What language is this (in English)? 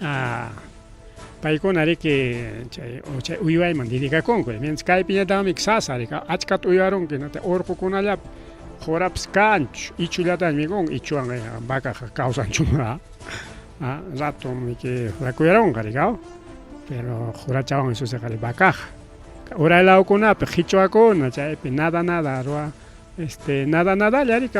Ayacucho Quechua